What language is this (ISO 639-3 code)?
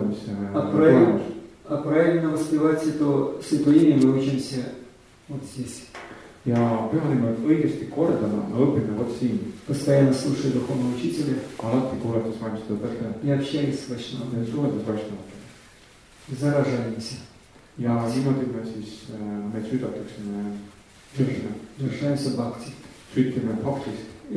est